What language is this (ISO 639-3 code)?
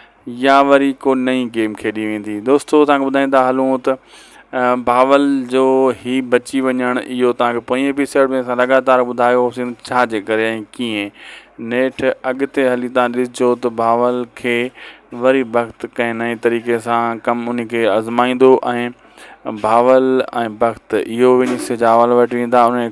snd